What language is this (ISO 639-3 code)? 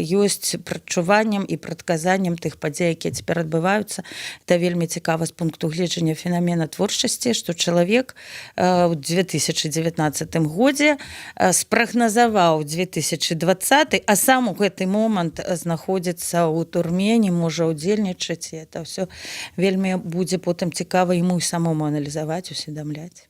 bel